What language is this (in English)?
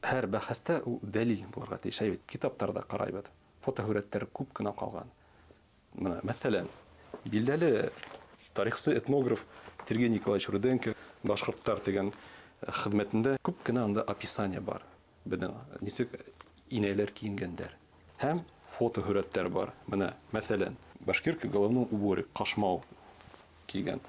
Bashkir